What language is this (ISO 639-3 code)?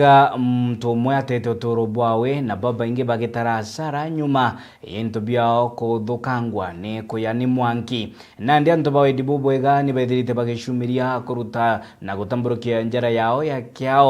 mer